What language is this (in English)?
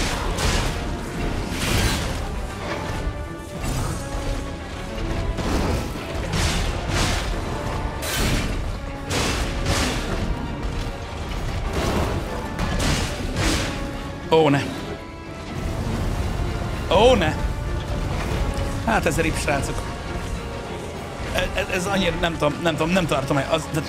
Hungarian